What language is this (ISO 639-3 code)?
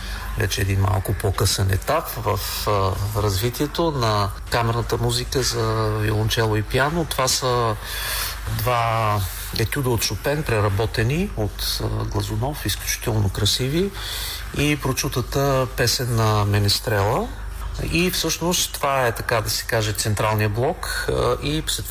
bul